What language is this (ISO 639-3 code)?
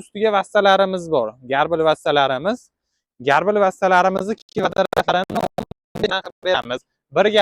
uzb